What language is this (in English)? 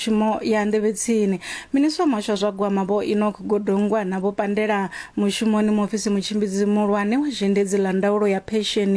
Venda